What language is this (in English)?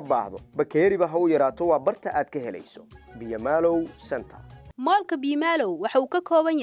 Somali